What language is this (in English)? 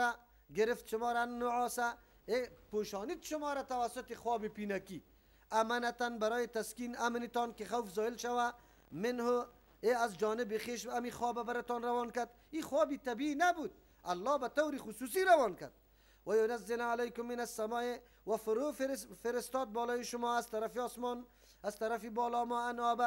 Persian